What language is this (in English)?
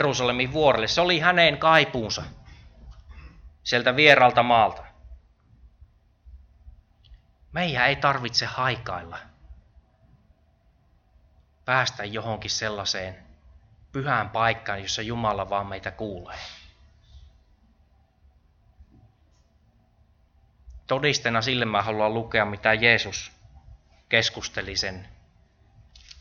Finnish